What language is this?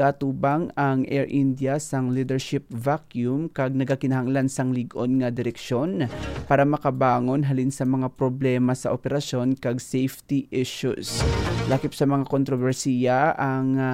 Hiligaynon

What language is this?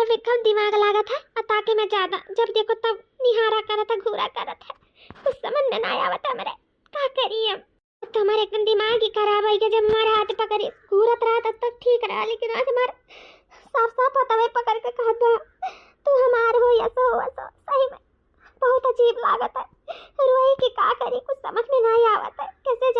Awadhi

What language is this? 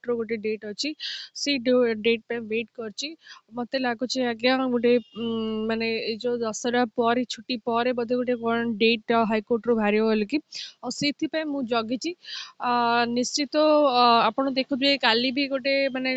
Odia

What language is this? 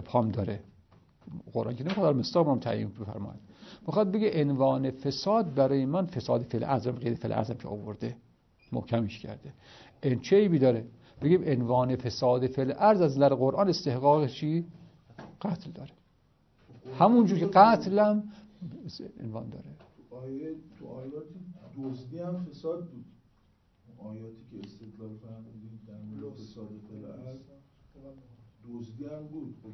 Persian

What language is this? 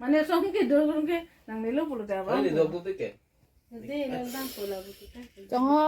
Karbi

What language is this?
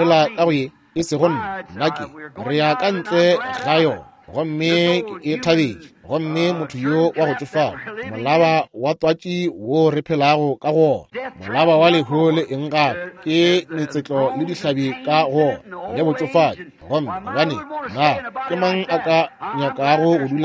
Northern Sotho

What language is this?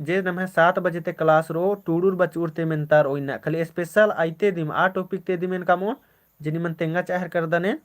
Kurukh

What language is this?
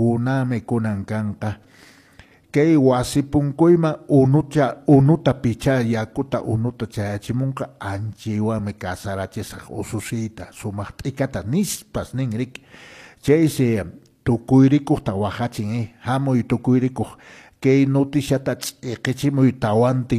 Quechua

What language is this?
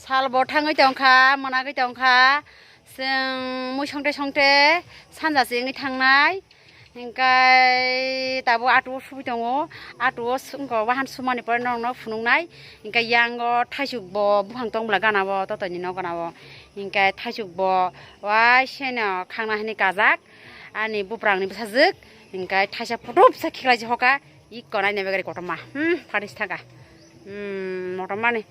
Kok Borok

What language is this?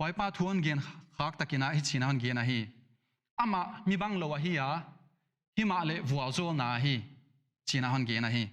Paite Chin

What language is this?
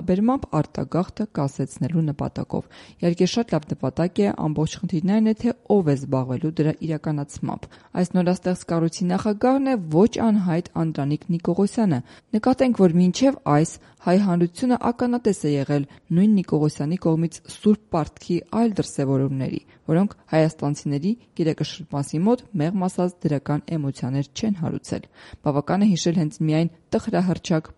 Armenian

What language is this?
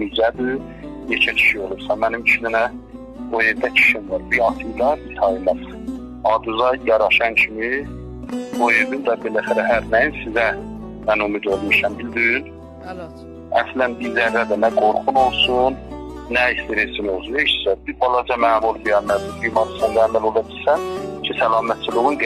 South Azerbaijani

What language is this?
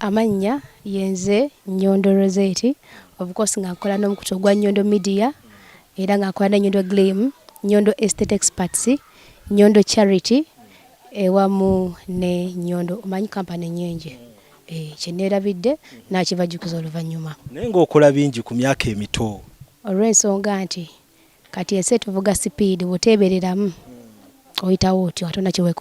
Ganda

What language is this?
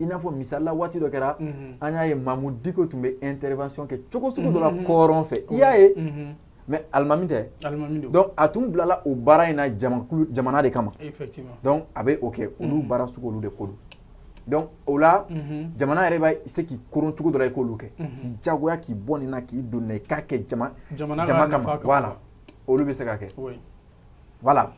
Bambara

